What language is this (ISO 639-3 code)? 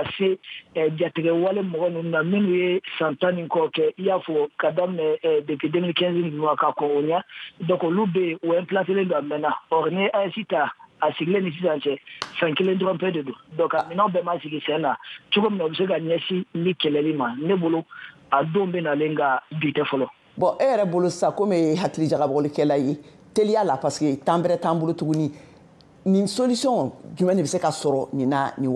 bam